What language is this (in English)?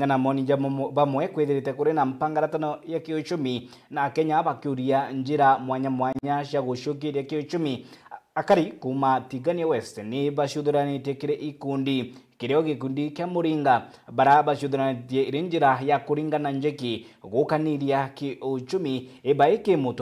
Meru